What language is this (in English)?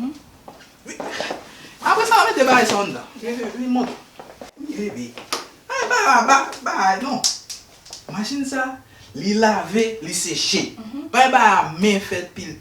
Haitian Creole